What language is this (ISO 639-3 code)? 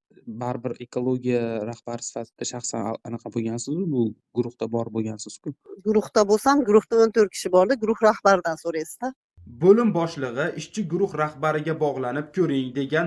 uzb